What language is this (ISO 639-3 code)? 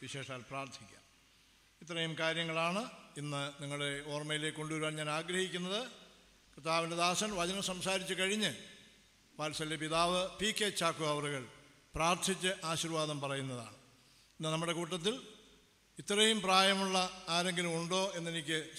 mal